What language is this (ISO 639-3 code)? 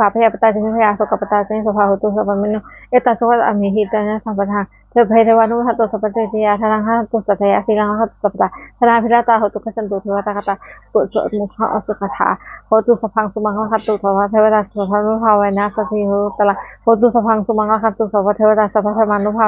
pli